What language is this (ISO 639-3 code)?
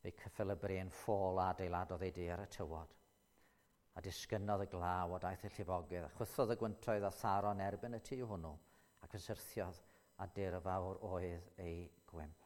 cym